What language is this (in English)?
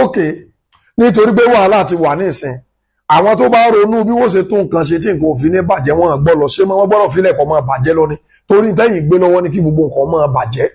Yoruba